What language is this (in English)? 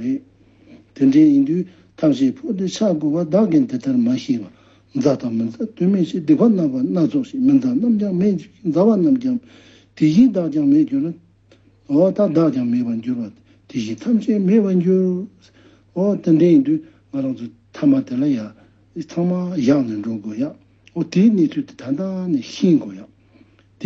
Tibetan